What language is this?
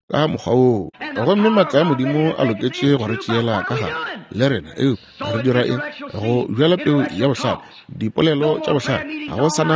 Northern Sotho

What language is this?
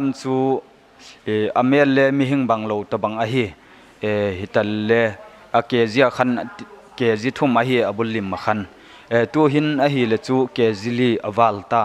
Paite Chin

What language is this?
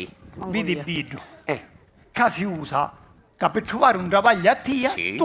Sicilian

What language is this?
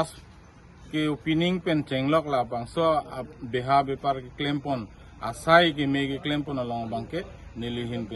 Karbi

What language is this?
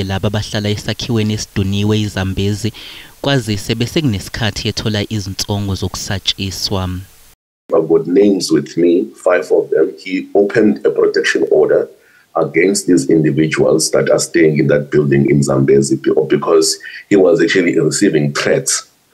Zulu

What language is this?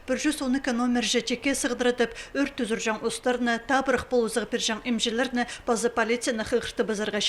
Khakas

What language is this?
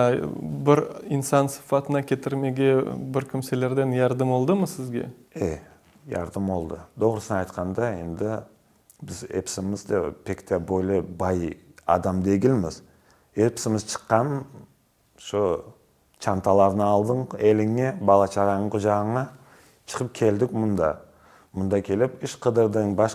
Crimean Tatar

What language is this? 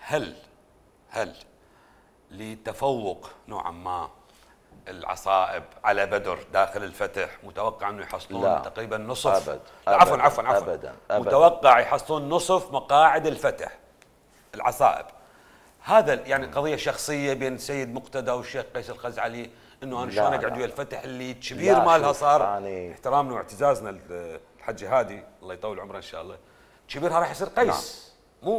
Mesopotamian Arabic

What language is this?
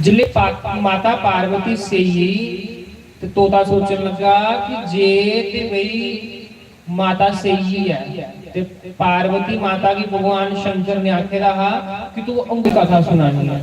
Dogri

